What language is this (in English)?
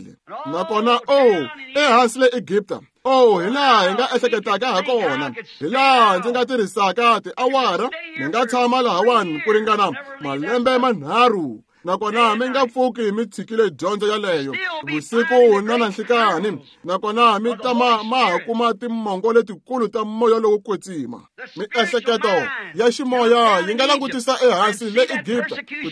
Tsonga